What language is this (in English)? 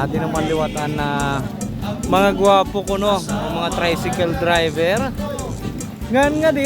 Waray